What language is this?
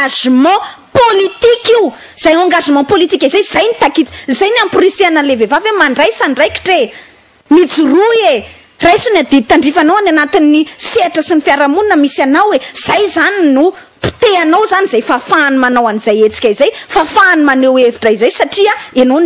Malagasy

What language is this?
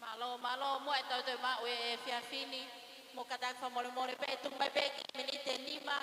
Tongan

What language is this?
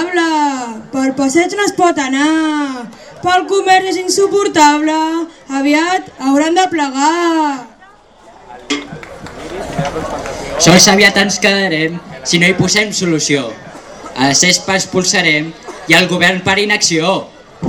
Catalan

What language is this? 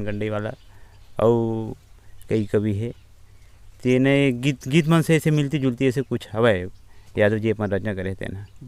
Chhattisgarhi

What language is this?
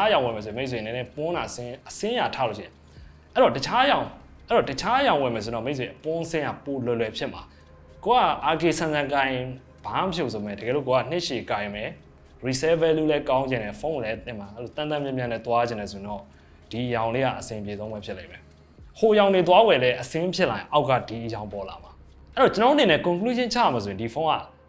Burmese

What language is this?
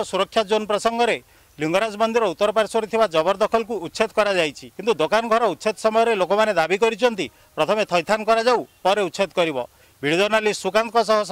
Odia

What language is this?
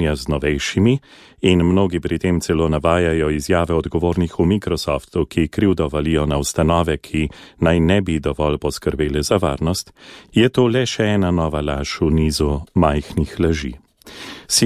Slovenian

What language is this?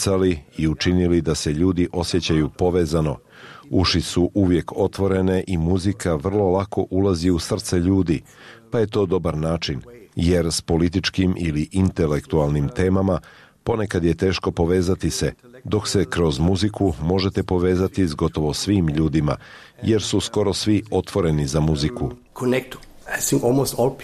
Bosnian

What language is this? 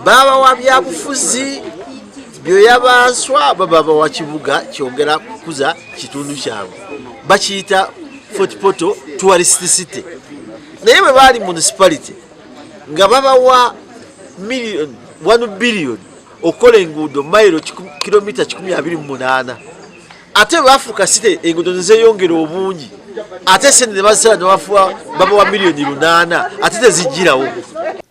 Nyankole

